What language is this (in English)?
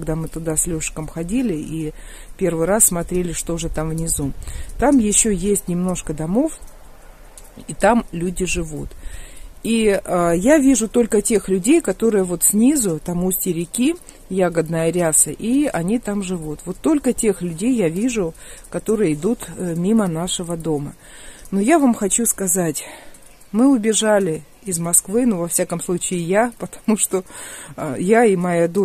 Russian